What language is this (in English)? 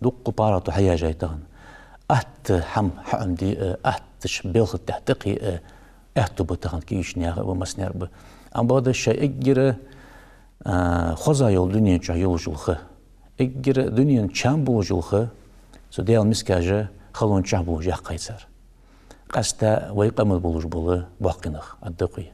Ingush